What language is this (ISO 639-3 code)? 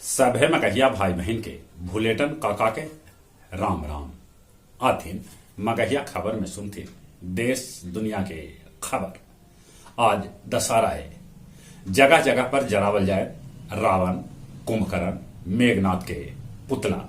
mag